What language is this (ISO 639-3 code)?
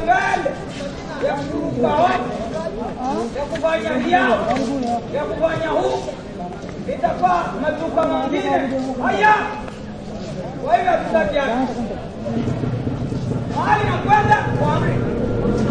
swa